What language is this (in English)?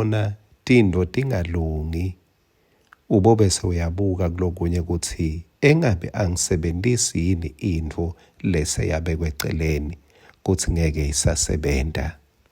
Swati